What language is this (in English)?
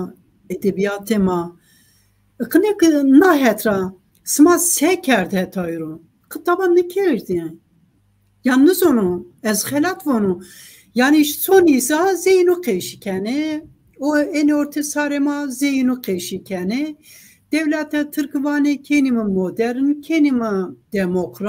Zaza